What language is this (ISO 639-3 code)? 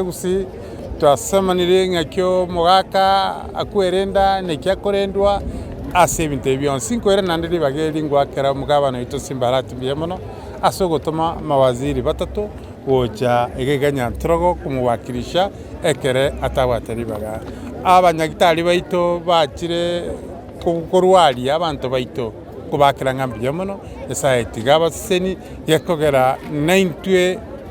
guz